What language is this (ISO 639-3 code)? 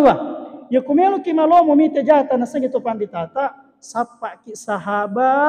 bug